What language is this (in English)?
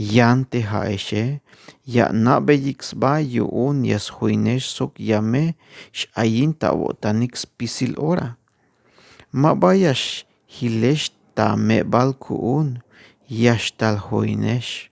Tzeltal